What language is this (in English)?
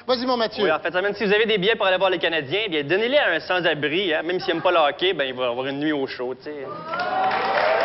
French